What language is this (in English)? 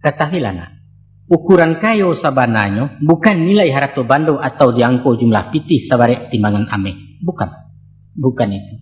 Minangkabau